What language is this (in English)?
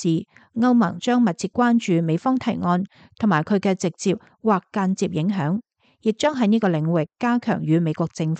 Cantonese